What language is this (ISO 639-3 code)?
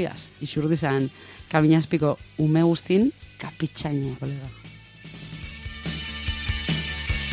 eus